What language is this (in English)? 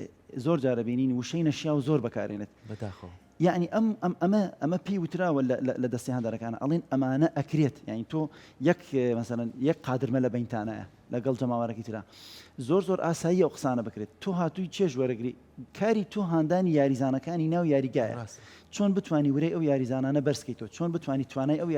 Central Kurdish